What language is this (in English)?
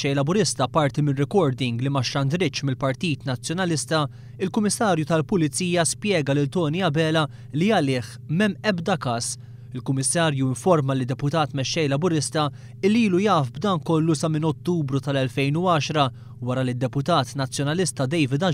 Maltese